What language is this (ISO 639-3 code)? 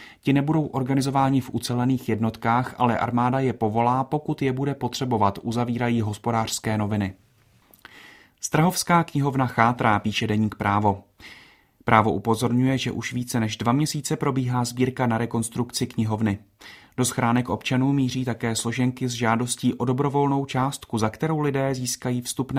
ces